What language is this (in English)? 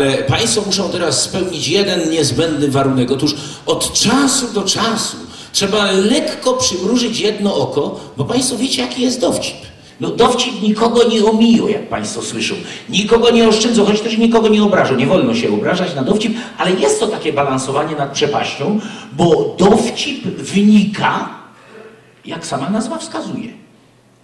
Silesian